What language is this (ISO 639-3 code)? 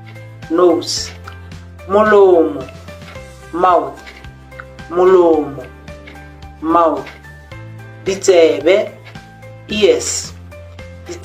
tsn